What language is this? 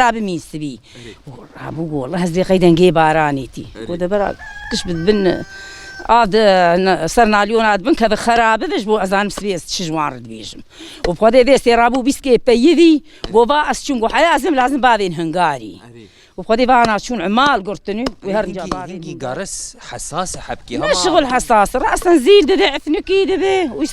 Kurdish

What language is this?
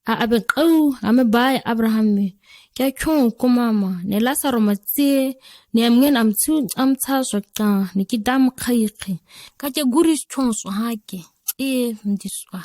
ǁGana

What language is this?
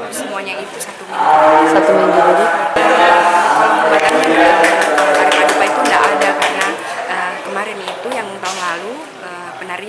Buginese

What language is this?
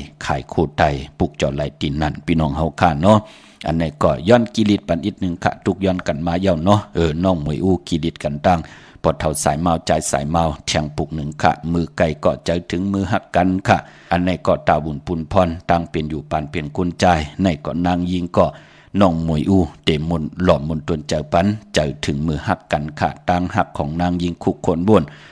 Shan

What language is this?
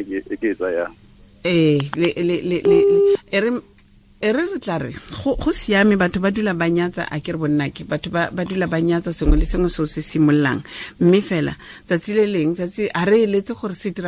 Tswana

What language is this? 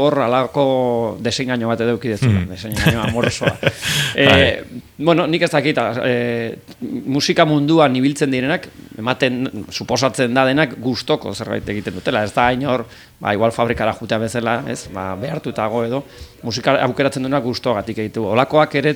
Basque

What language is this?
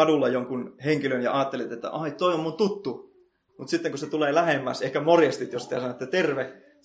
Finnish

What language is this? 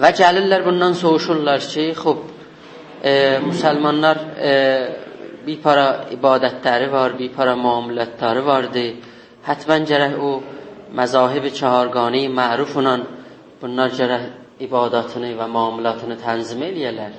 South Azerbaijani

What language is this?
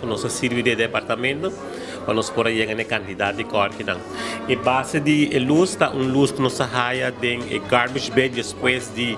Papiamento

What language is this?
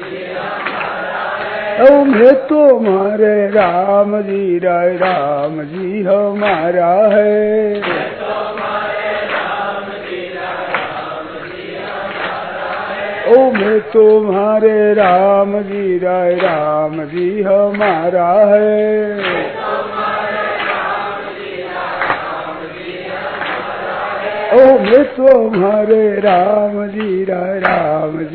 Hindi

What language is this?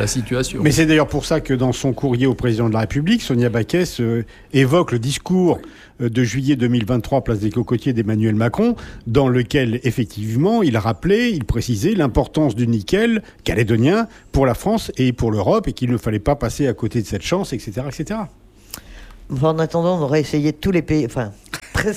French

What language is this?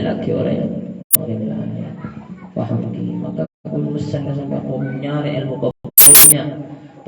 Madurese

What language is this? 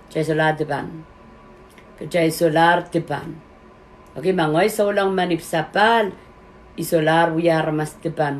Pohnpeian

